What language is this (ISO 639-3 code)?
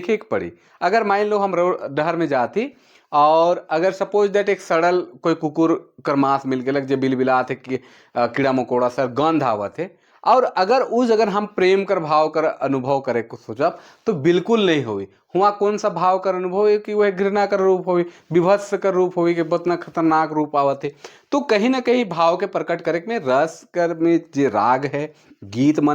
sck